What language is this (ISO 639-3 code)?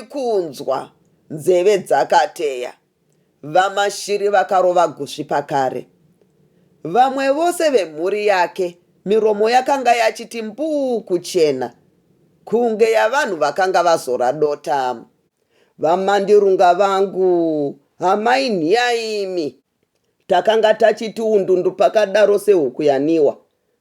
sna